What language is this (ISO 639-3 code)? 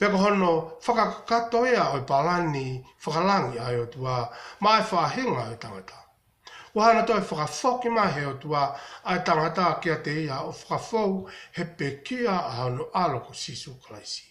ton